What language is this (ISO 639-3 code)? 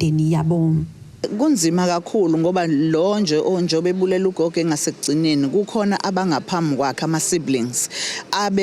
zul